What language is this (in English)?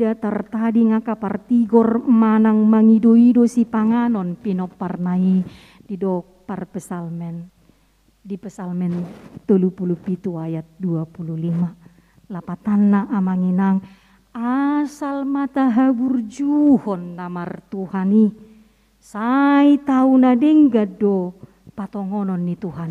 Batak Toba